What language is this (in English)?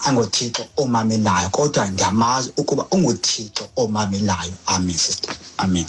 Xhosa